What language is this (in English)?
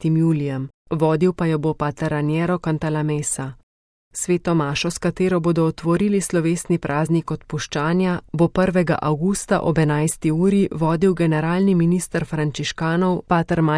Slovenian